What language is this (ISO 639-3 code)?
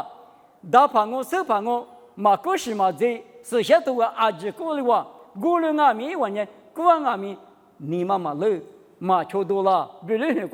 lis